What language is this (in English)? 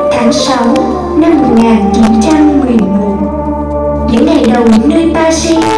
Vietnamese